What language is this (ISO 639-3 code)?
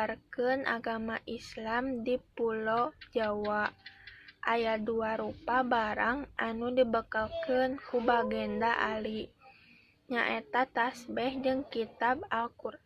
sun